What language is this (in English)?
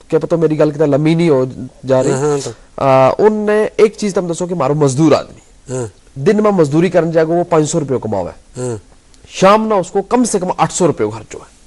Gujari